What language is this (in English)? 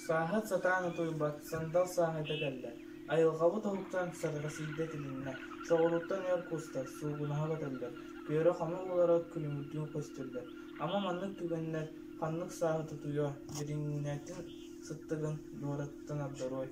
Yakut